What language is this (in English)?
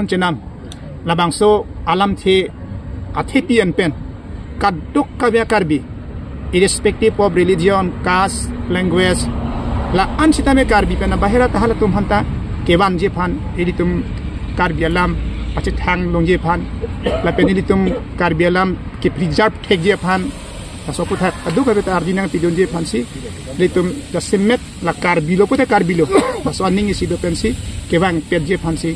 Karbi